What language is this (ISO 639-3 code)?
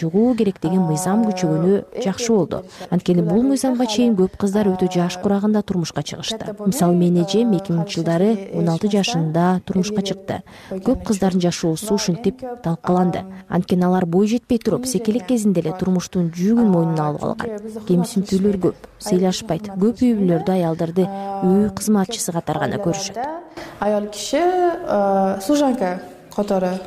kir